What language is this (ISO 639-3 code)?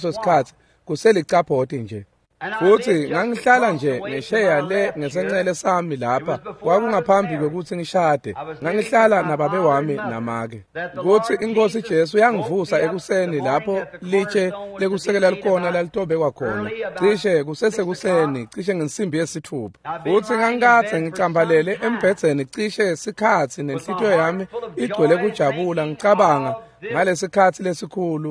ssw